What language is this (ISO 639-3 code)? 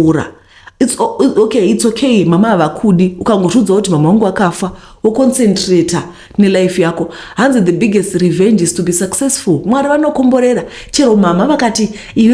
sna